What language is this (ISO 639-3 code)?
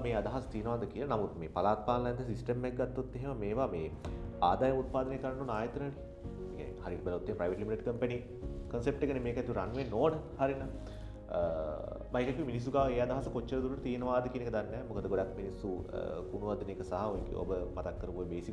sin